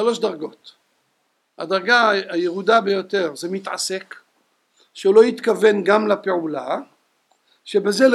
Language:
Hebrew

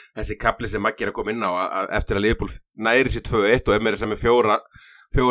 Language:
Icelandic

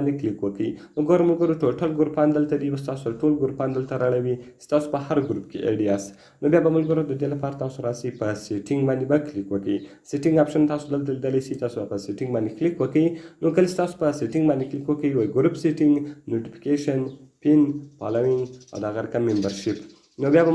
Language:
Pashto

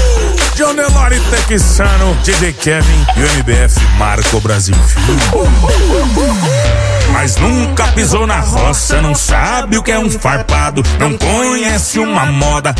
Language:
Portuguese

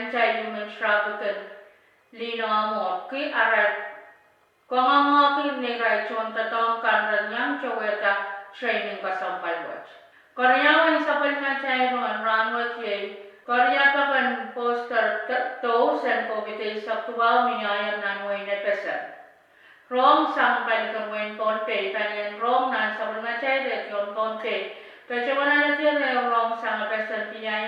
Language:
Pohnpeian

